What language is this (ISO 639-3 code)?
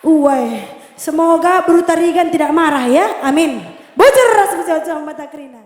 btx